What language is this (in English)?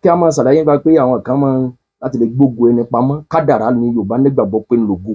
Yoruba